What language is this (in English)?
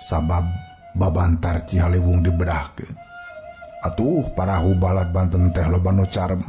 Sundanese